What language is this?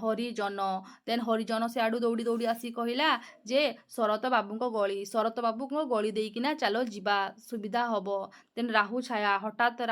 Odia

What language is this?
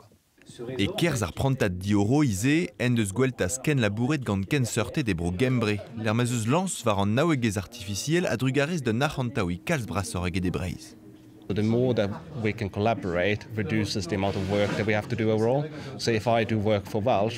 Breton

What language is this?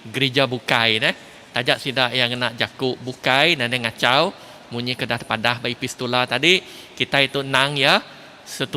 Iban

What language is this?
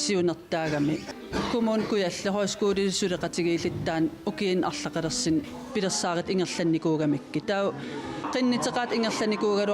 Kalaallisut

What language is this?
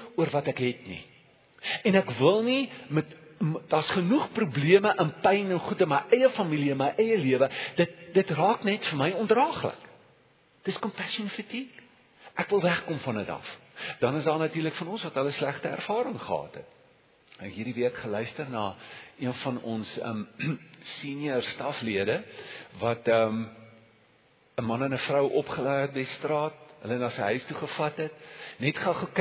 Afrikaans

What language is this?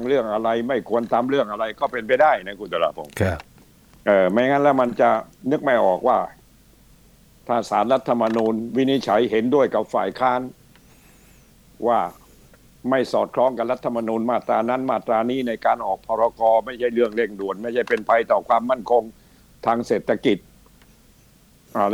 Thai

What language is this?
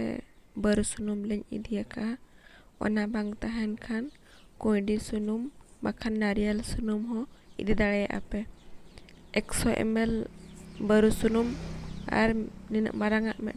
Santali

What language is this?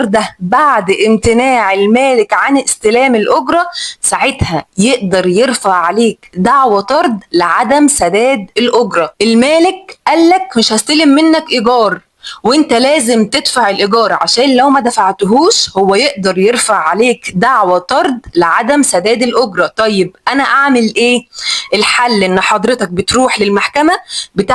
Egyptian Arabic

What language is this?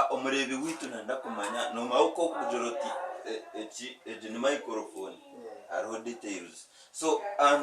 Nyankole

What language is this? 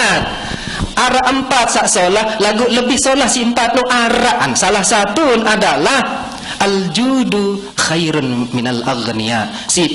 Sasak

